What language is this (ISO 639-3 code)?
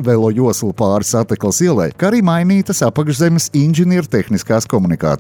lav